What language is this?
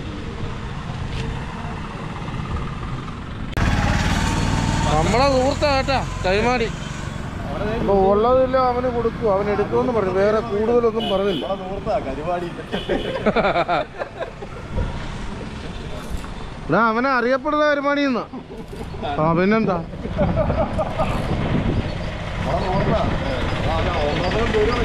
Malayalam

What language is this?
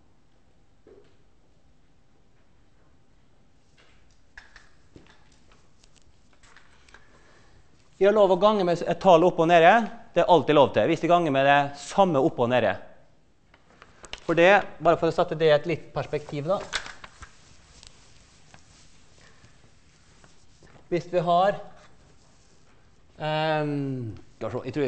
Norwegian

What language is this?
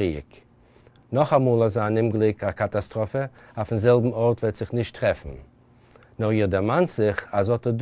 Yiddish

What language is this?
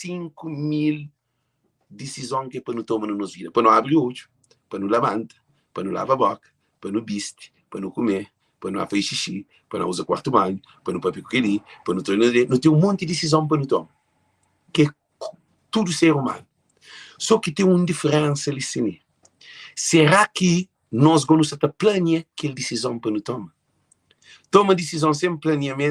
Kabuverdianu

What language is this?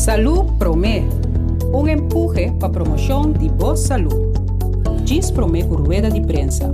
Papiamento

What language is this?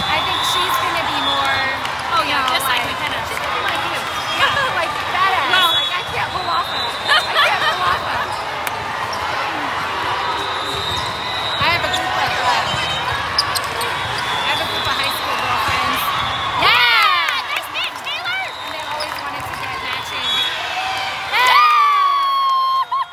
English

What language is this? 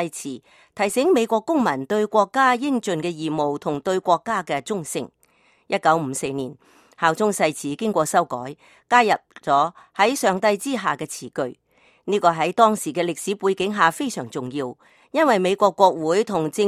Cantonese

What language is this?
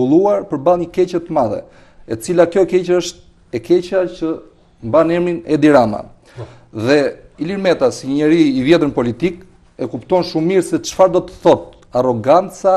Albanian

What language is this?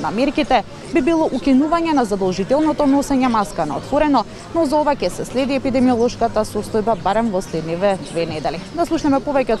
Macedonian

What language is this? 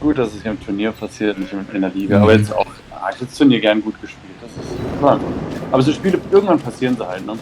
Swiss German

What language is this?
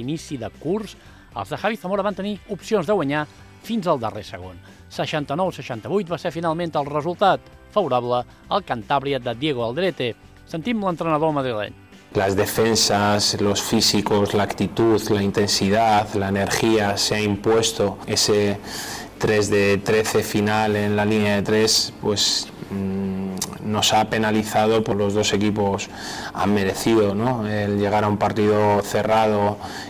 Catalan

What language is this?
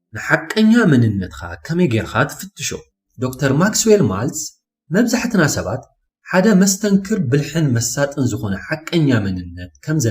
Tigrinya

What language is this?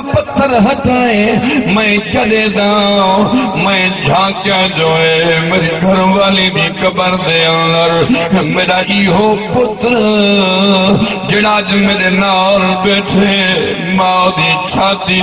Saraiki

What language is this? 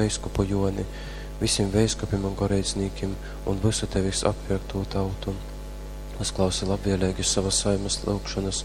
Latgalian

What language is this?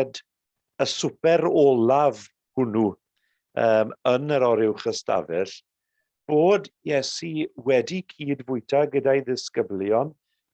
Welsh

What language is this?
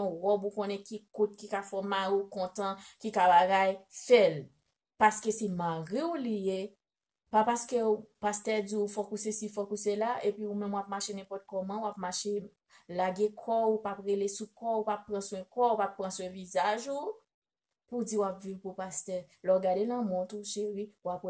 Haitian Creole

